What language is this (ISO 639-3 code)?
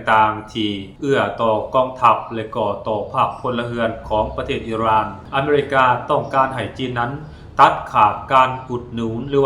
lao